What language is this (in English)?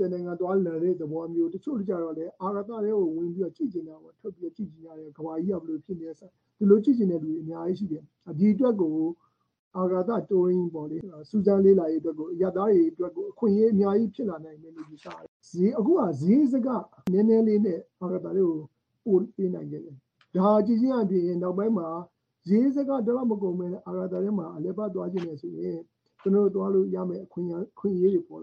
Burmese